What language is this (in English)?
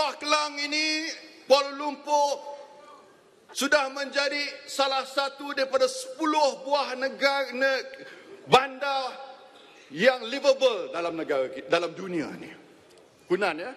Malay